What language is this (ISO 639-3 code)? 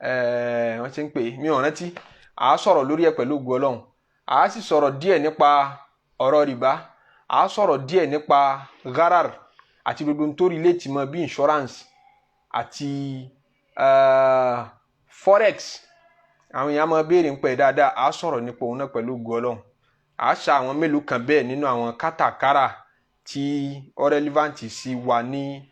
yor